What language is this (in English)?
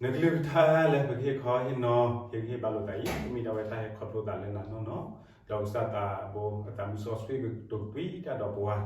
S'gaw Karen